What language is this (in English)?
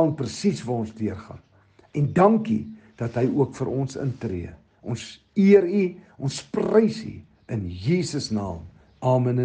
Afrikaans